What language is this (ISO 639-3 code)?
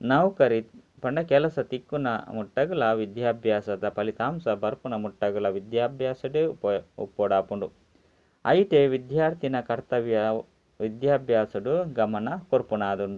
tcy